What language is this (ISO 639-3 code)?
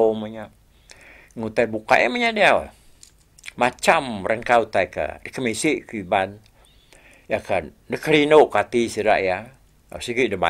iba